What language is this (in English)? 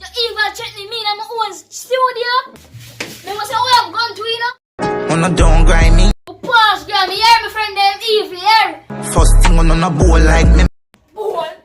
Jamaican Creole English